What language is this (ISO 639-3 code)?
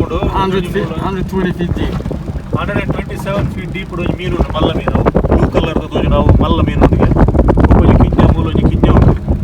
tcy